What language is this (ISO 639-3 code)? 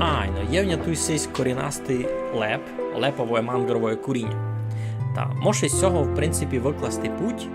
rue